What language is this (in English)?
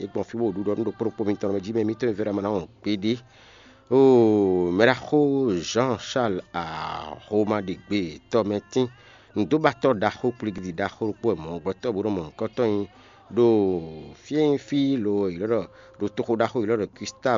Fon